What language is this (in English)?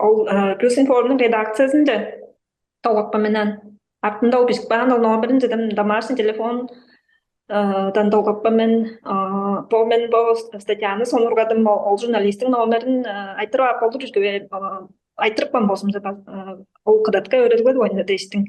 Tuvinian